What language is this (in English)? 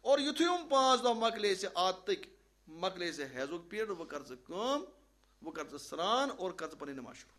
Kashmiri